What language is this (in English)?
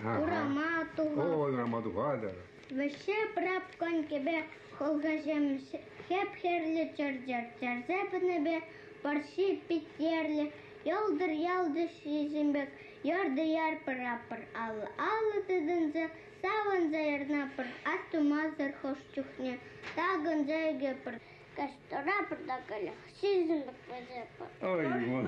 Chuvash